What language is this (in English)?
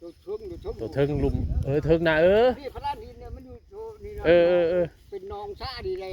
Northeastern Thai